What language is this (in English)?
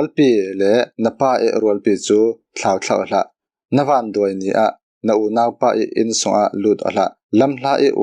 Falam Chin